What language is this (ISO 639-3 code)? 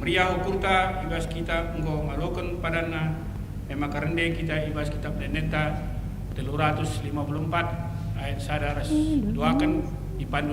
btx